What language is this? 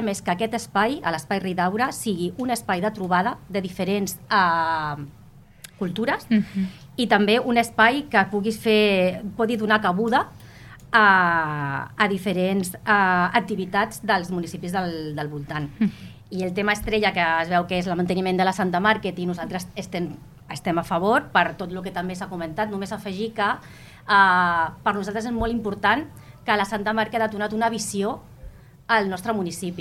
Catalan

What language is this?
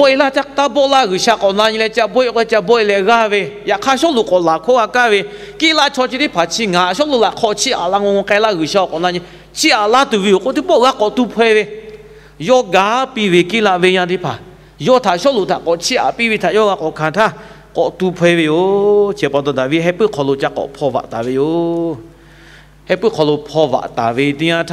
Lahu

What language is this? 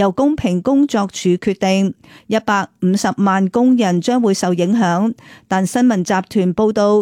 Cantonese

